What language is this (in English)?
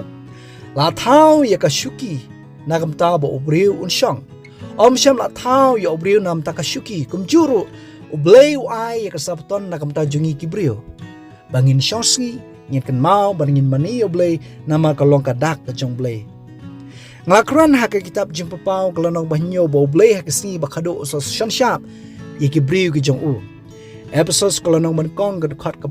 Khasi